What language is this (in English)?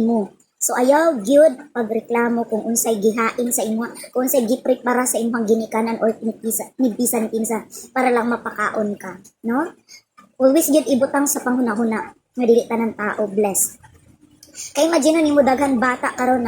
Cebuano